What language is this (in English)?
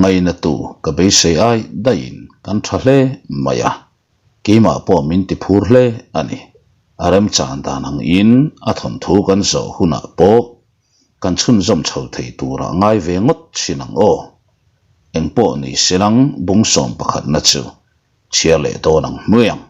Mizo